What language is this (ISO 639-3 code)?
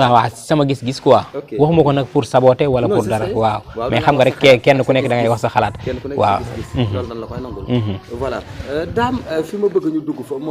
wol